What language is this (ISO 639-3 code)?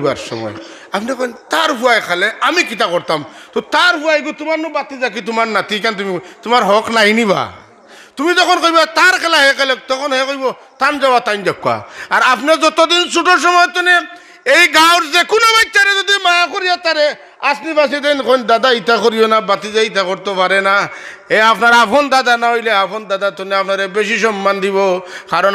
syl